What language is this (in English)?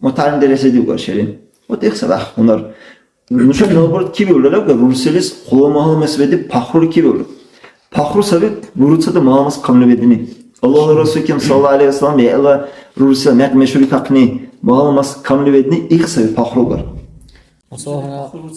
Dargwa